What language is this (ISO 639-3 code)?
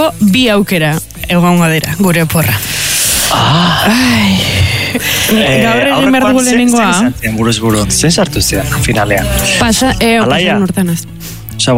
eus